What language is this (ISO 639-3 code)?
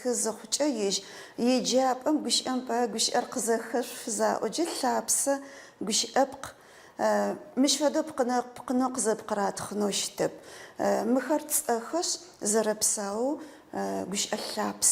ady